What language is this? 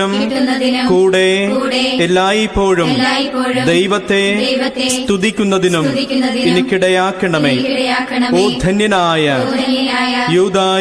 Malayalam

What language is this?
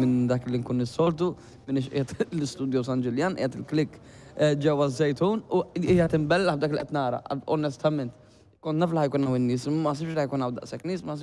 Maltese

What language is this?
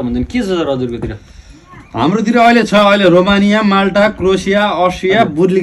Nepali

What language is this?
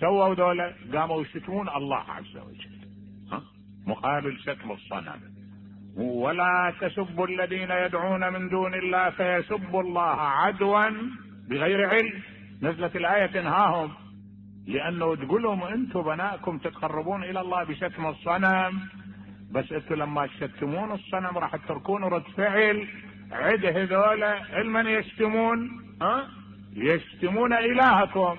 Mesopotamian Arabic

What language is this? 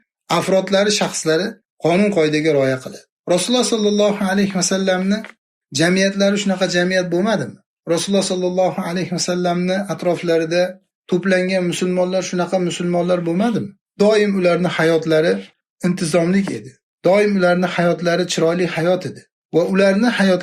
Uzbek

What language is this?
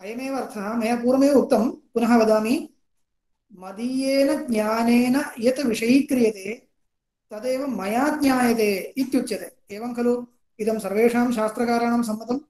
Sanskrit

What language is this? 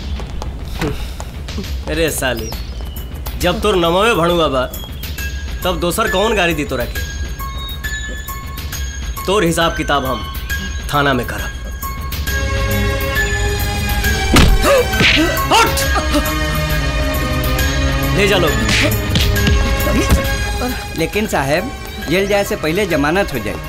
Bhojpuri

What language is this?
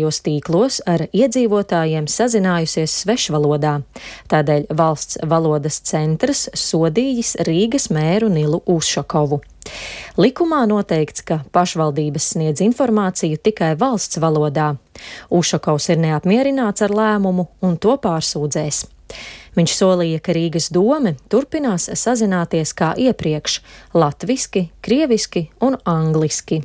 Latvian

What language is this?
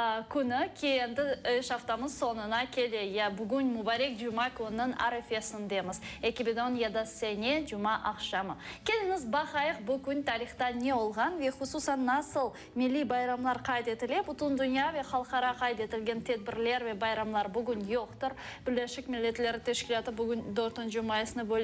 Crimean Tatar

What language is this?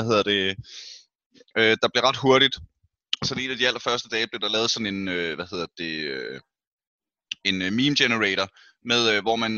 Danish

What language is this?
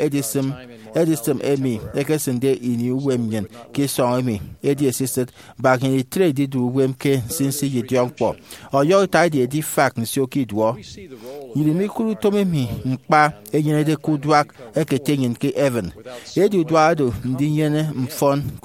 Efik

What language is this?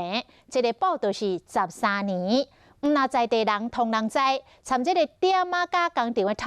Min Nan Chinese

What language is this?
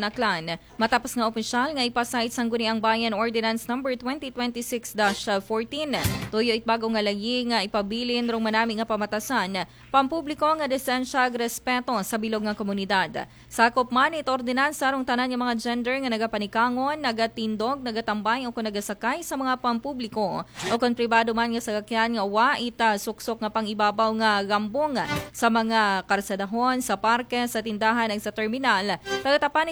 Aklanon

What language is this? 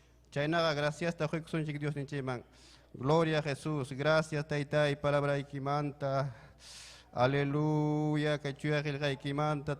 Ayacucho Quechua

